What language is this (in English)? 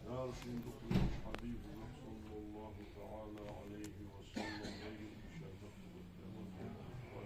Ingush